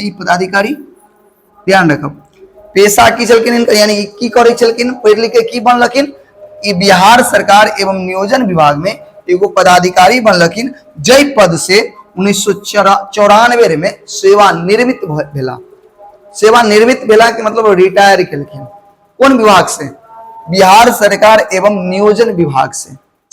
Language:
Maithili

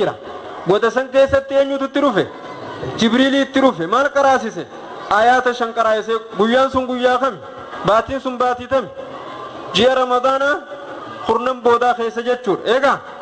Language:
Oromo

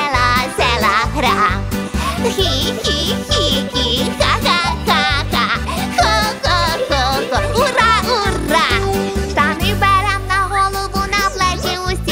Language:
Ukrainian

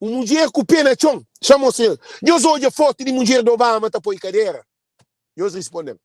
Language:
Kabuverdianu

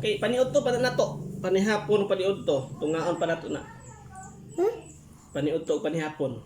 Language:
Cebuano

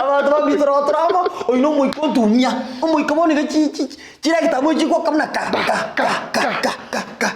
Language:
Gusii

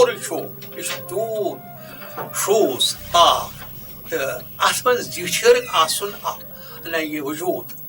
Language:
Kashmiri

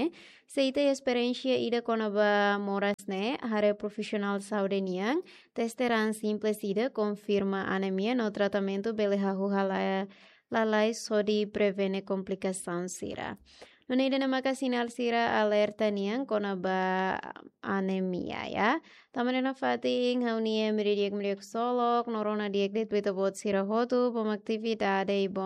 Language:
Tetum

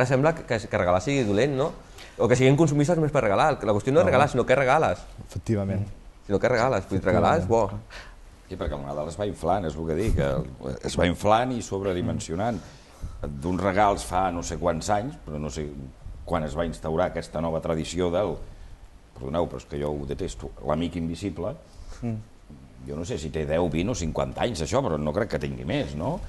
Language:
Catalan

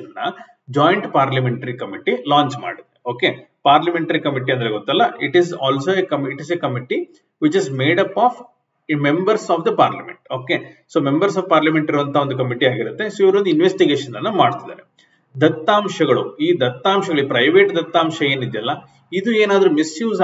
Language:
Kannada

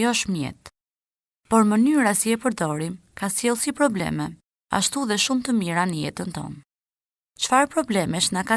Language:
Albanian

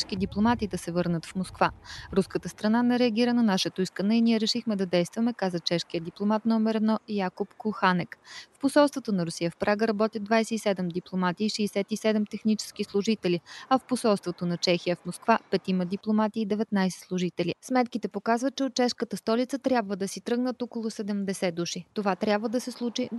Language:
Bulgarian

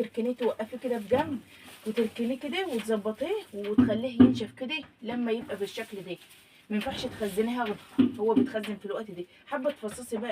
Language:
Egyptian Arabic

